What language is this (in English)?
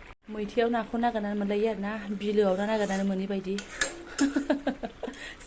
Bodo